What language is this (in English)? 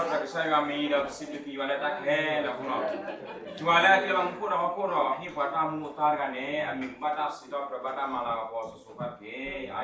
S'gaw Karen